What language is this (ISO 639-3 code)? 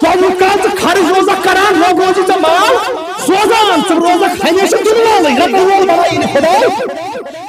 kas